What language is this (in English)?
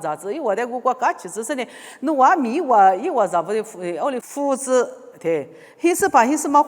Lisu